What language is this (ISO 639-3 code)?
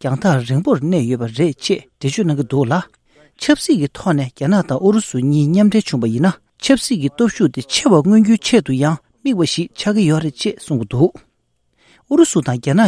bod